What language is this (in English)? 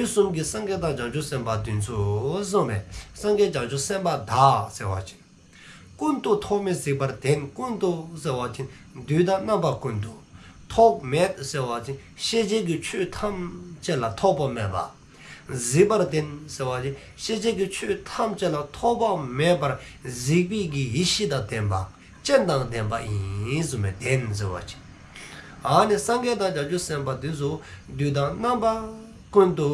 Dzongkha